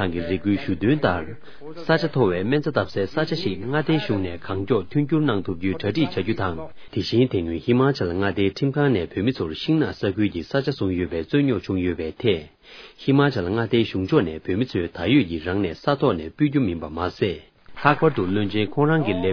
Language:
Tibetan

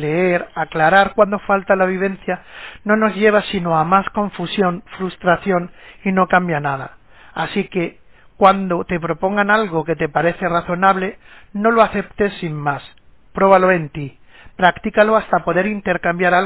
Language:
Spanish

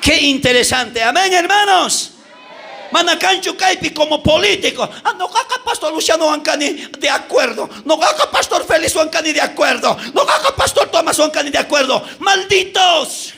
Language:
South Bolivian Quechua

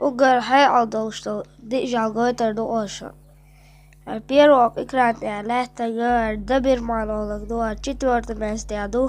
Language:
Chechen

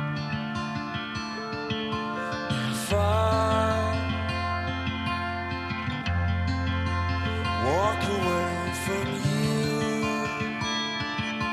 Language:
French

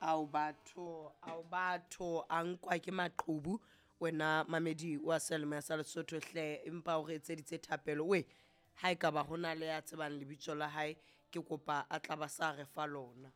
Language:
Southern Sotho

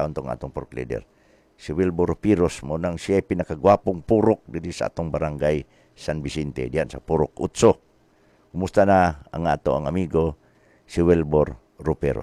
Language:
Cebuano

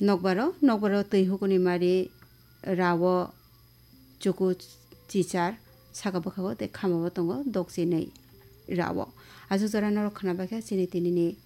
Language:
Kok Borok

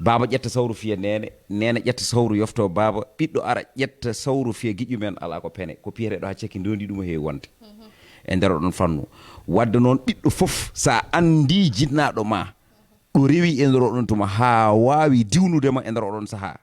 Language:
Fula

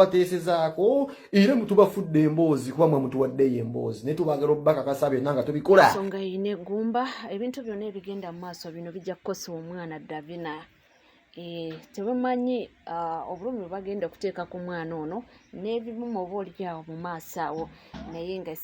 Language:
Ganda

